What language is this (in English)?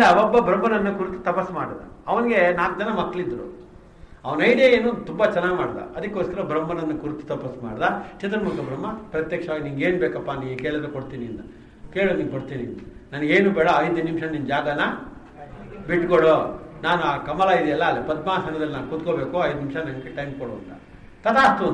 Kannada